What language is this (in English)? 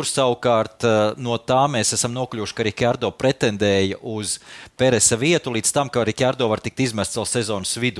Latvian